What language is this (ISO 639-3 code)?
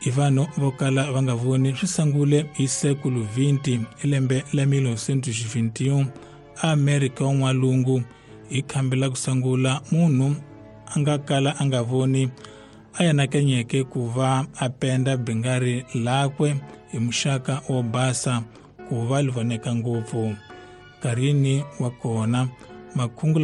tso